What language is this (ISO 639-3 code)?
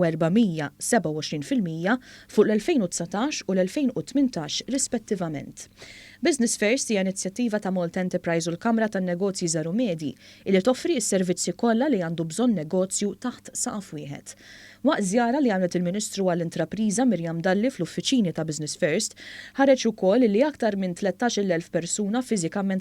mlt